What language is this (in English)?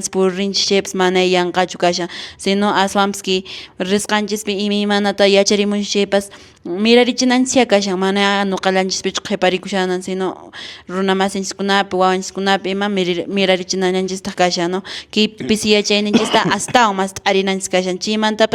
Quechua